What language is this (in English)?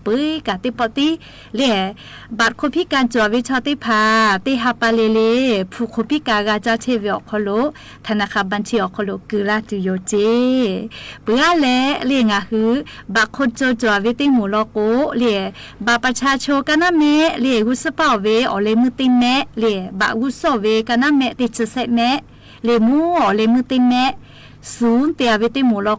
Lahu